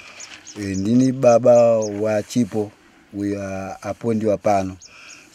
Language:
Shona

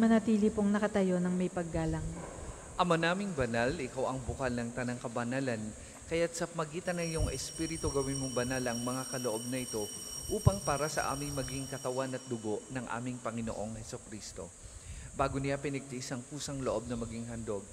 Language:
Filipino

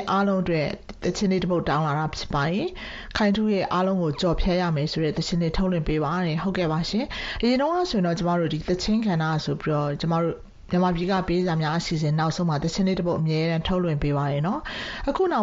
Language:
Burmese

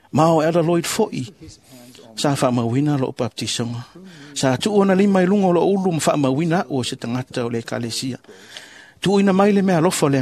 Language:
Samoan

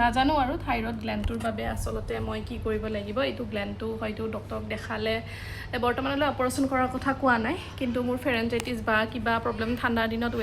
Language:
Assamese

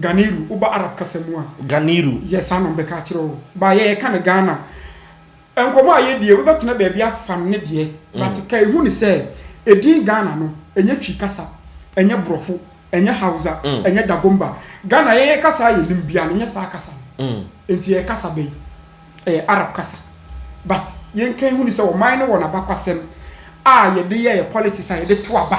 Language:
Akan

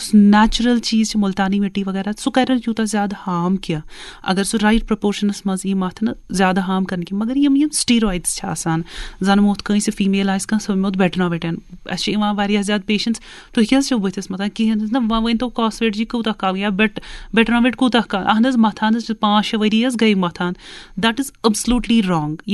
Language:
Kashmiri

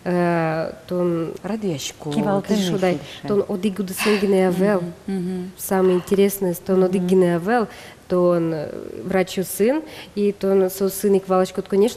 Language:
Udmurt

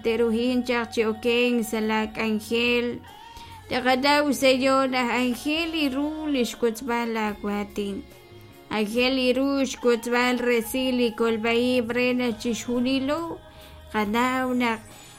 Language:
Kekchí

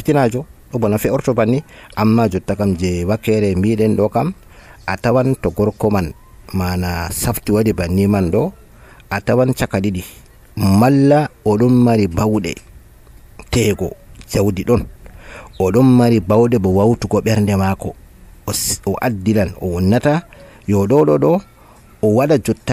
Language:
Nigerian Fulfulde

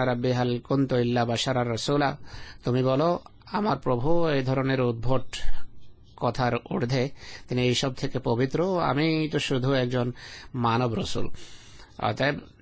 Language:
Bangla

